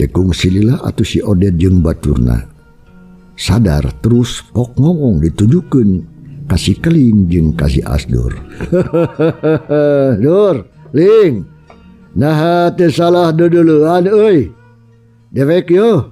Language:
Sundanese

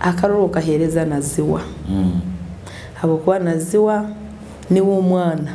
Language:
Nyoro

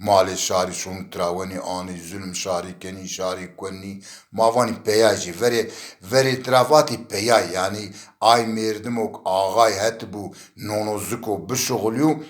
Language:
Zaza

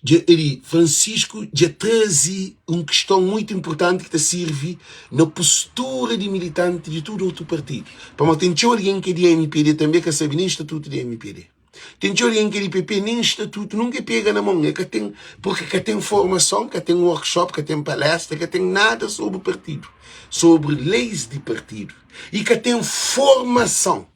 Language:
Kabuverdianu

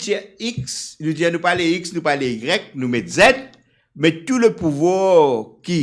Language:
Morisyen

